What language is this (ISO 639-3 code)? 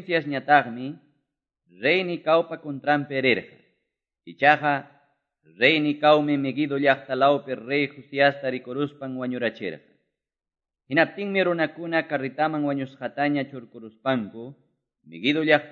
que